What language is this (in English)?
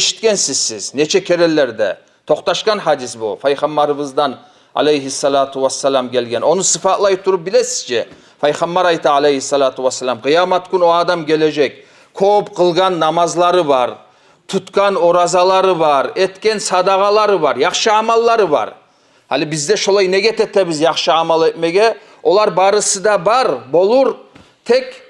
Kumyk